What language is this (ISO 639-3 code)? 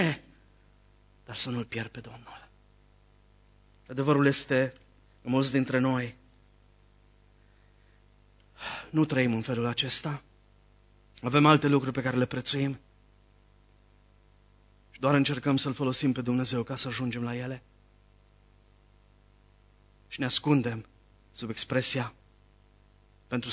ron